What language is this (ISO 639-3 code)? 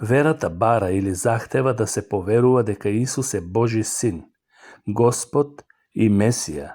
mkd